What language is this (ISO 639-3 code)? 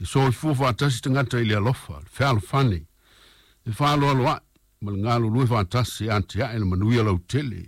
smo